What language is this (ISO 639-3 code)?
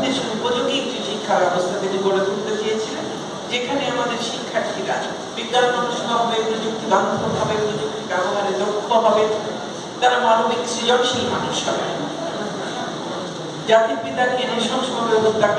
ben